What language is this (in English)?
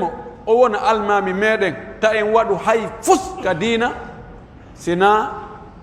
Pular